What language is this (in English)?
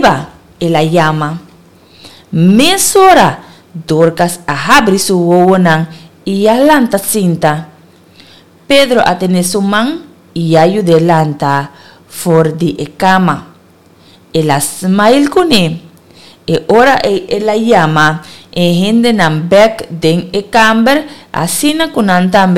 Papiamento